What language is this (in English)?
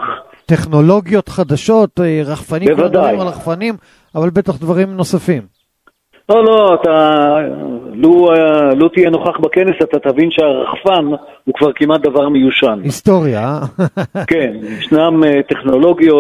Hebrew